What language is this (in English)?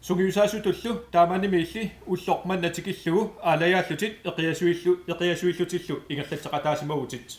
Kalaallisut